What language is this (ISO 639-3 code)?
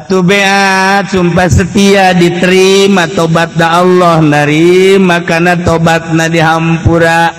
sun